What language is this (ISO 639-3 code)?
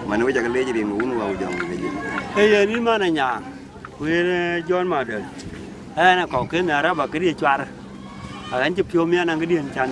din